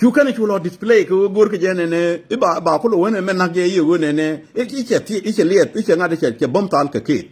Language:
Nuer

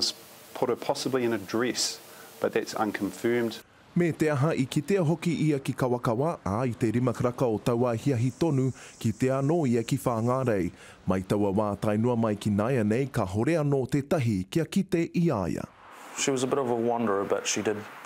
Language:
Māori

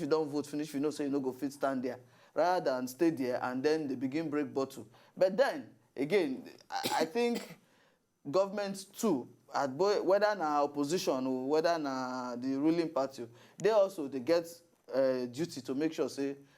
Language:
Nigerian Pidgin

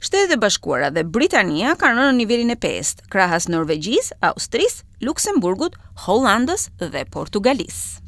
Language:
Albanian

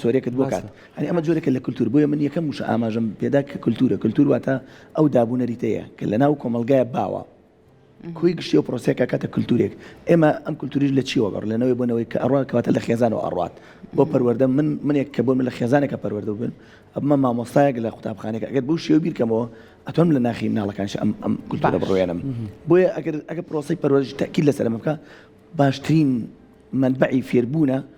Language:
Central Kurdish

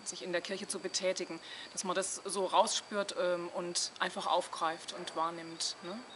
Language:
German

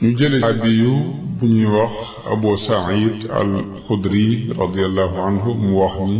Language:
Wolof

